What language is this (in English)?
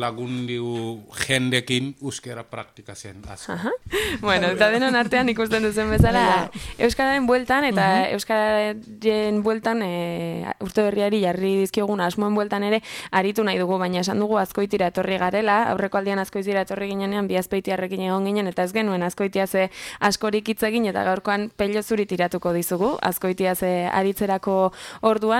Basque